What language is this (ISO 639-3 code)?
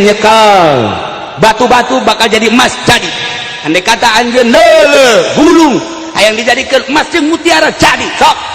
sun